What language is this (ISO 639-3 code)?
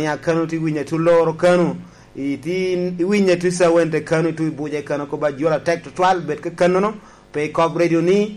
laj